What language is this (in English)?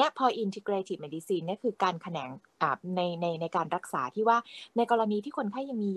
Thai